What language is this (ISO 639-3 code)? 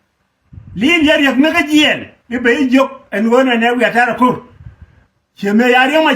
nus